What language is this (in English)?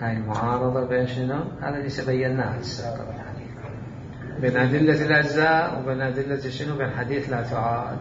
Mesopotamian Arabic